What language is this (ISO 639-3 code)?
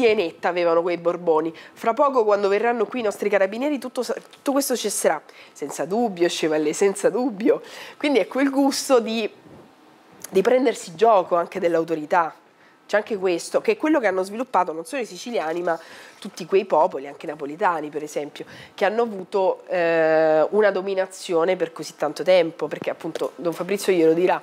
ita